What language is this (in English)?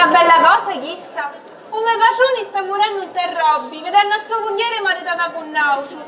Sicilian